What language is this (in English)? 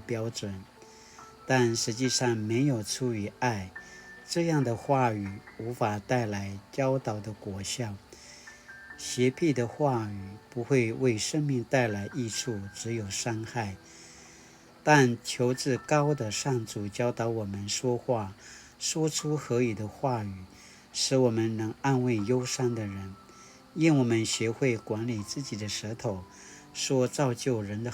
Paiwan